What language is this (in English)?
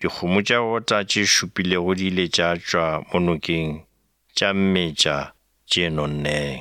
Northern Sotho